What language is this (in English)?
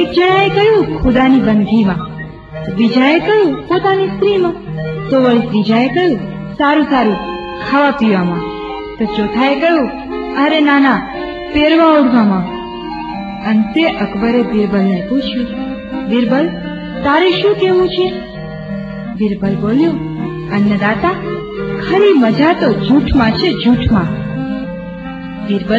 Gujarati